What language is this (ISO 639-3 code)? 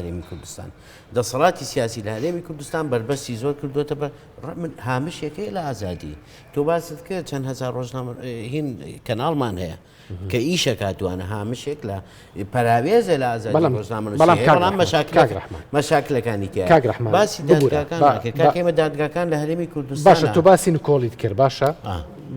ckb